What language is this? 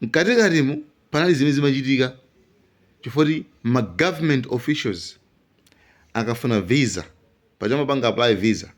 Nyanja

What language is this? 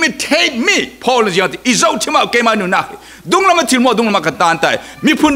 Falam Chin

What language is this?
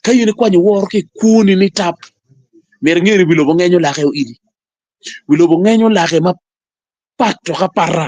Acoli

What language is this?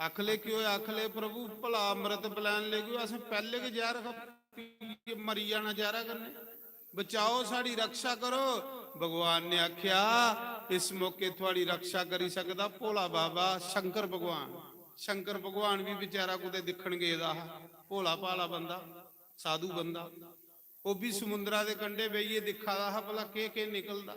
Dogri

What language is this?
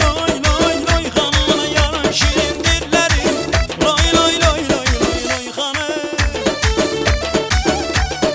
Turkish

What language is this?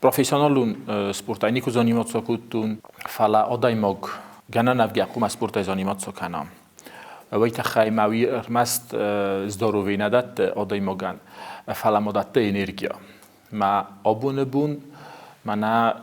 Ossetic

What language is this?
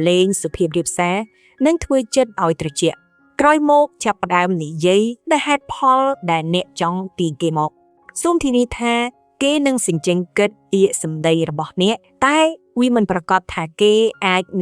Khmer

